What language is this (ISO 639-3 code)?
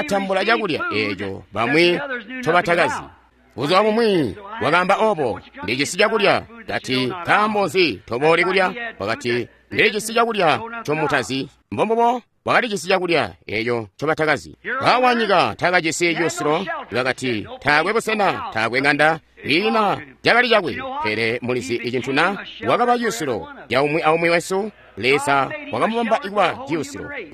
toi